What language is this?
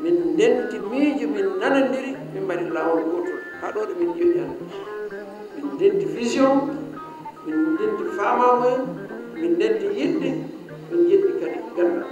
Fula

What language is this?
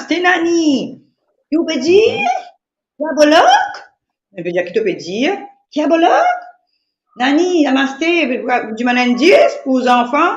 Morisyen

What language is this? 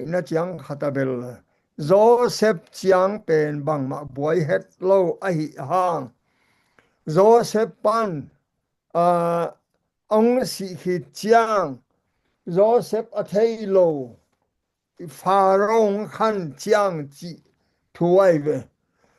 Tedim Chin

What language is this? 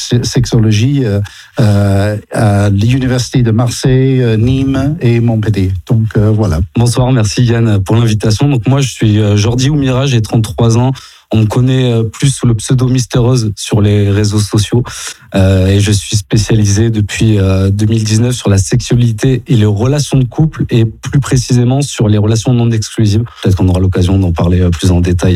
French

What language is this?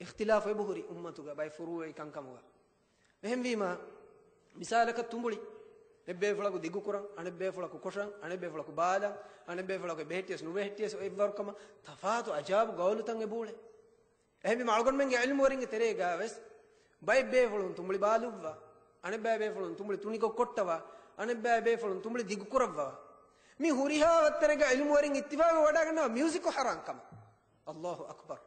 Divehi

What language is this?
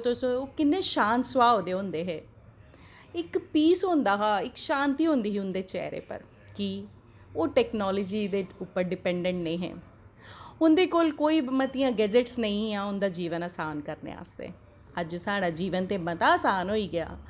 Dogri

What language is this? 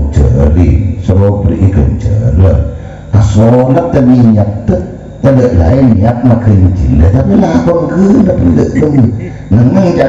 Madurese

